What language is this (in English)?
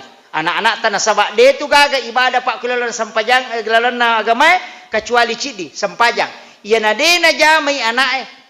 Buginese